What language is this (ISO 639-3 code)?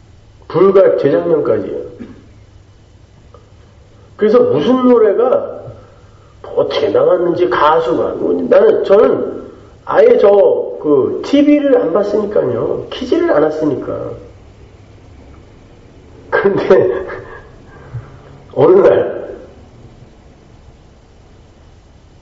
kor